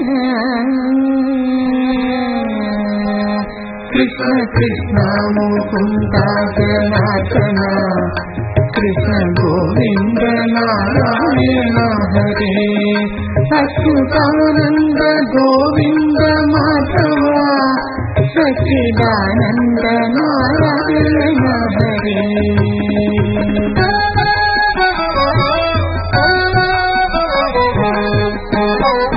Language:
Malayalam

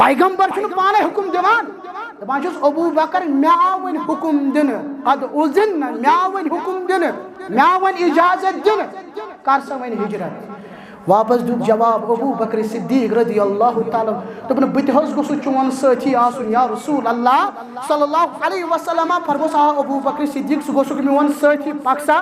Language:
Kashmiri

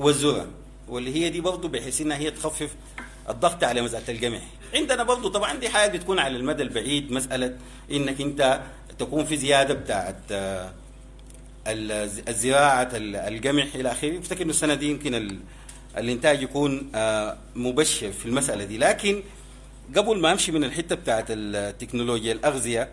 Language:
Sudanese Arabic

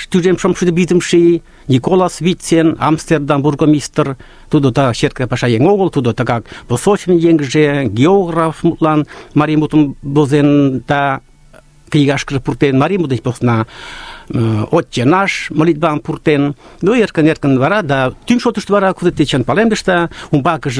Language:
Mari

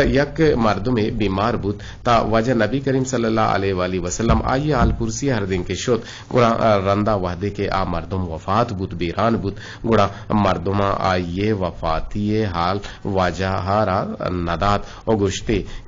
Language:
Eastern Balochi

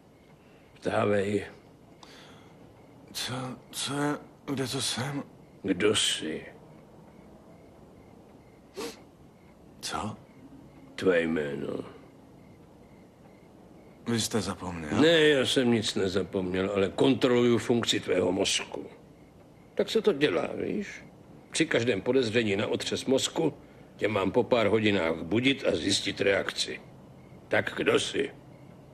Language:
Czech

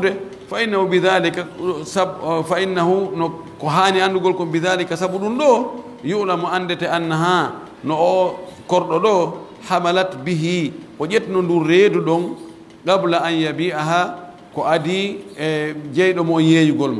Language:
Pular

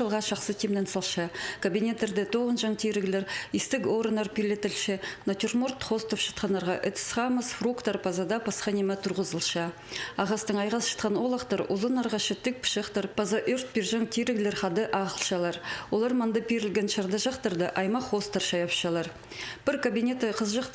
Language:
Khakas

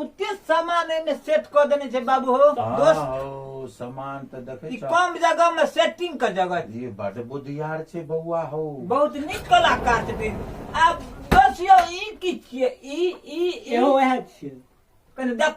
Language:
Maithili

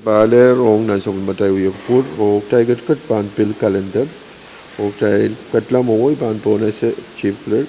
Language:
Pohnpeian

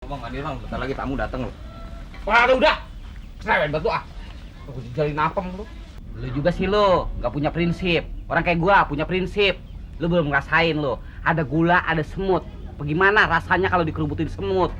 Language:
Betawi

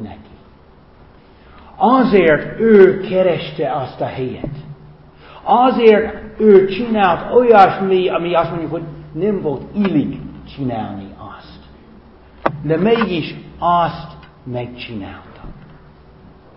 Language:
Hungarian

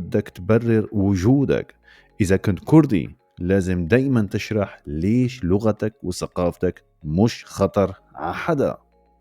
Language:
North Levantine Arabic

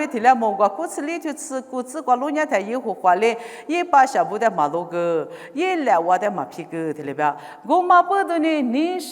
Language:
Lisu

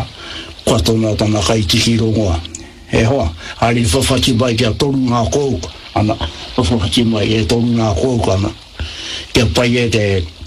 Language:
Māori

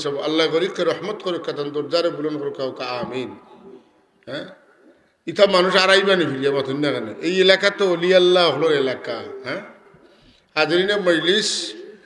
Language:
Sylheti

